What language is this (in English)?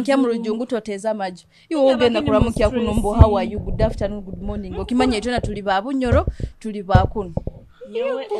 Nyoro